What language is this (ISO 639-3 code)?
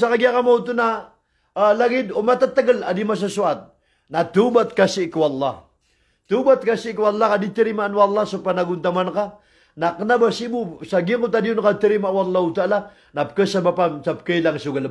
mrw